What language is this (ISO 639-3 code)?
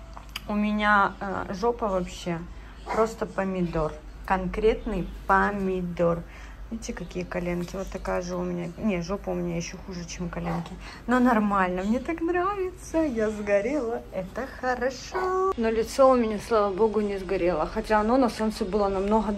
rus